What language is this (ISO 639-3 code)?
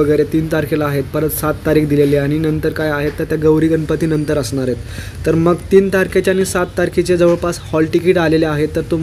mar